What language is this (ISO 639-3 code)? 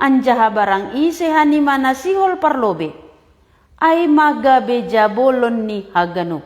bts